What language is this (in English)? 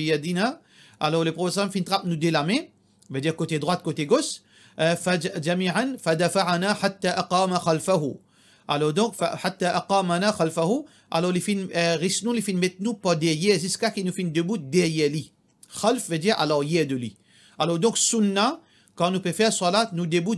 Morisyen